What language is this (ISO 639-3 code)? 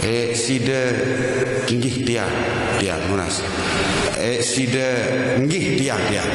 sas